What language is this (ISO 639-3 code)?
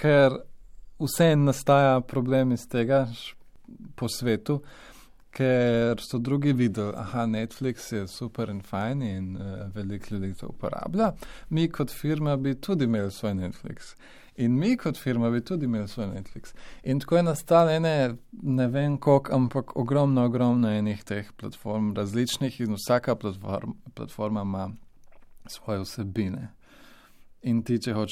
slv